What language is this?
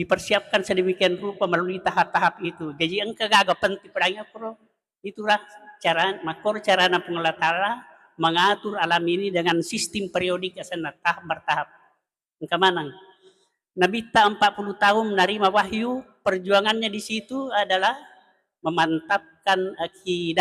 Buginese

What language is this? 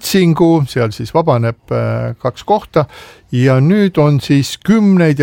Estonian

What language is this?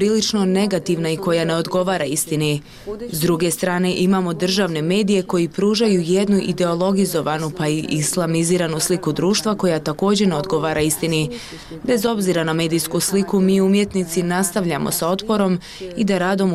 Bosnian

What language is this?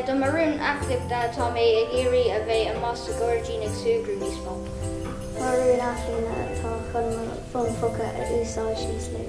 Irish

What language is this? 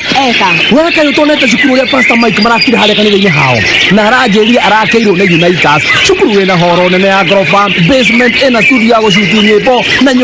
Kikuyu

